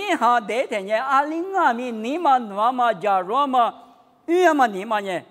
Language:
Lisu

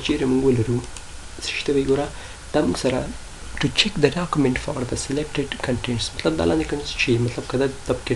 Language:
Pashto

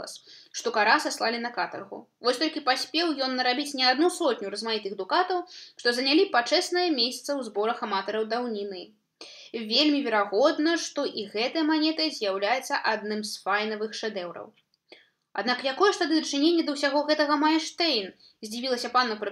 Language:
Belarusian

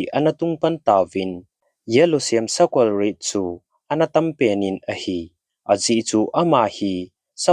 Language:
Thado Chin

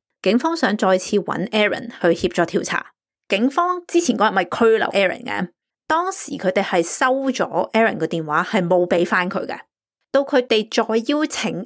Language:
Cantonese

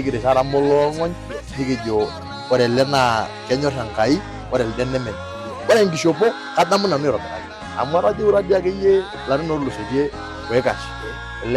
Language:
Masai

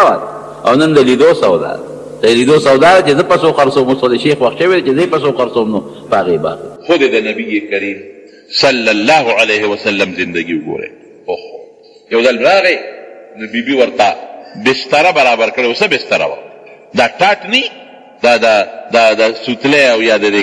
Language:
Pashto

